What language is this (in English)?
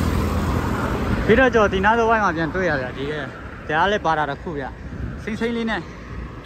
Burmese